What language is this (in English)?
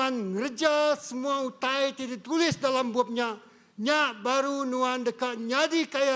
Iban